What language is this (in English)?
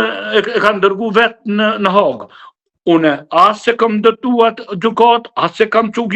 Albanian